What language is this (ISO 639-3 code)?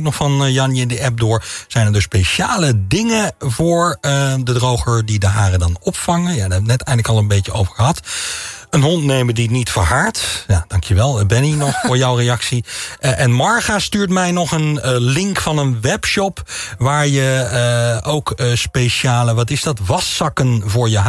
nld